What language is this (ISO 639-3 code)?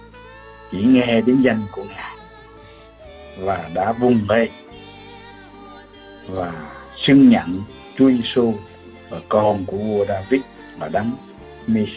vie